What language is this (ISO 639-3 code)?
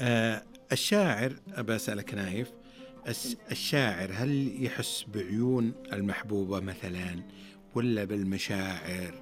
ars